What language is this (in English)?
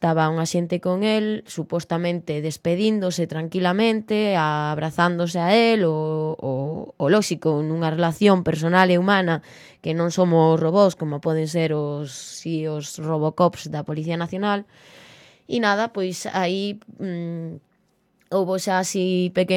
Galician